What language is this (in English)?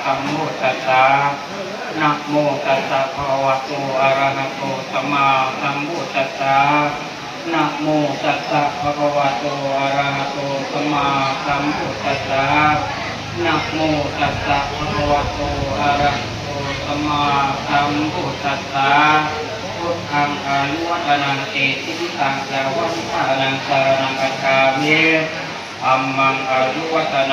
Pali